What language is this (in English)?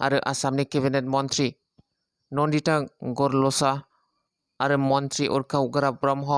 Bodo